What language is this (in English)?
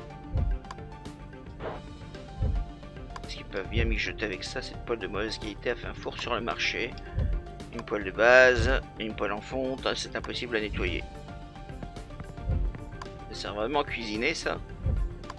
French